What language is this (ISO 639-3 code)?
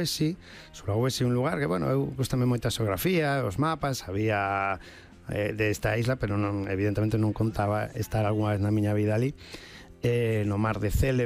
glg